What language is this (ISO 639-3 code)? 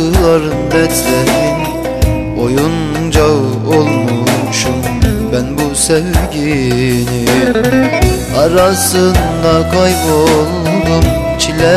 tur